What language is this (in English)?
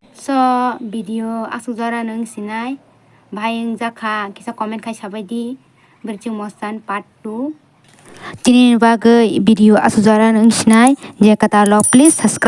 Kok Borok